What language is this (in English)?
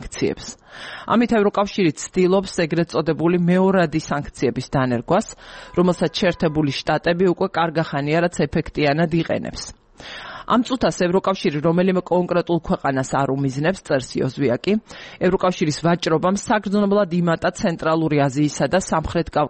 Georgian